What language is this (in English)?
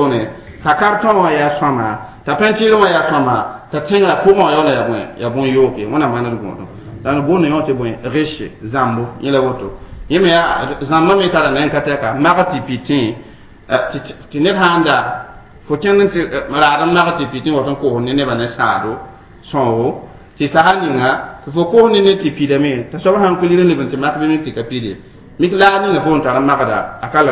Mossi